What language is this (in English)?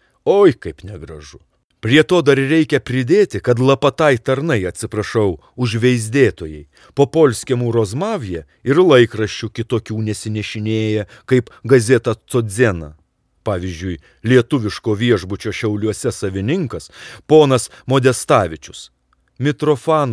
Lithuanian